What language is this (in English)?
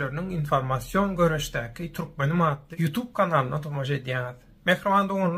Turkmen